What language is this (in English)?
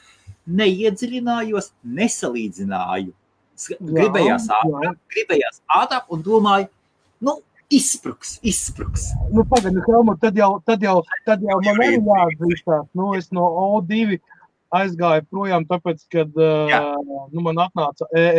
Latvian